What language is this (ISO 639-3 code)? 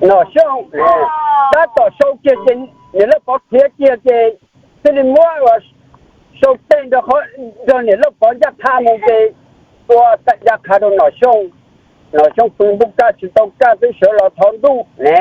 hmn